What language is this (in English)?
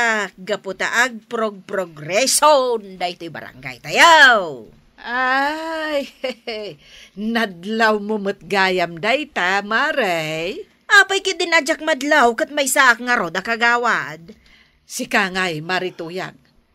Iloko